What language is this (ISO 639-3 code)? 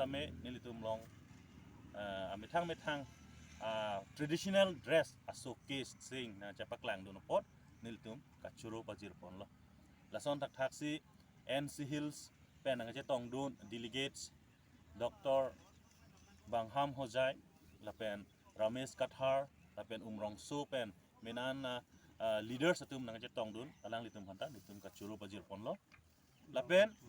mjw